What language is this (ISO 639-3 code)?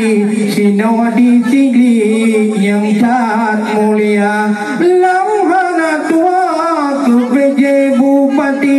ace